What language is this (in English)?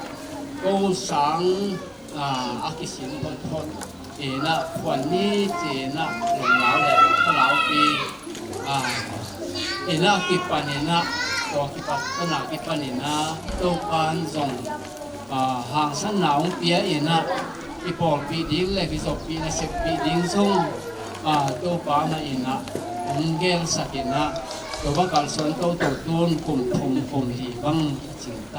Tedim Chin